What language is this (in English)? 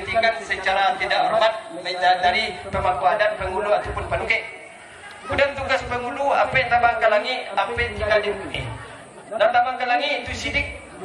Minangkabau